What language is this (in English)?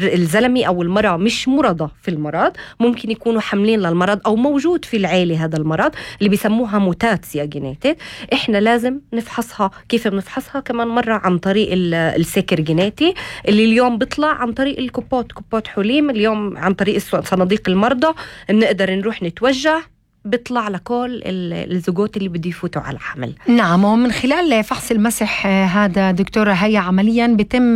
North Levantine Arabic